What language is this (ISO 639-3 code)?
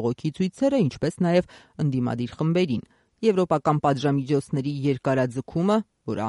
hye